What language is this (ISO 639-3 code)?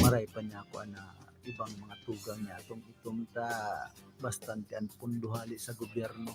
bik